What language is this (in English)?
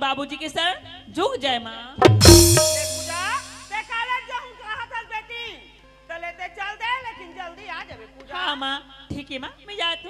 Chhattisgarhi